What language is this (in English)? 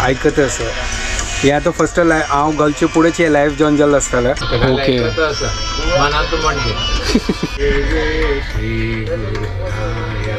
Konkani